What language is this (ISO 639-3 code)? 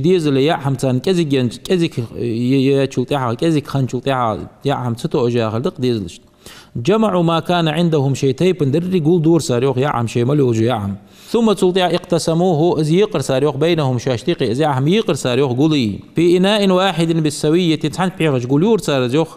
inh